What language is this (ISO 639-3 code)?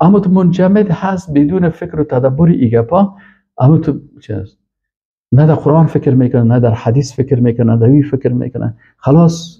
fas